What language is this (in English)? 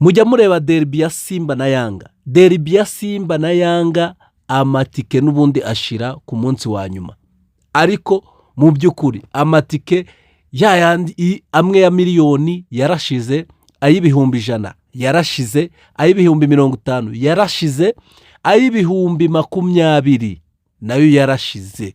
Kinyarwanda